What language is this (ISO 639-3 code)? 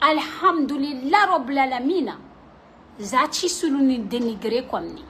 mlg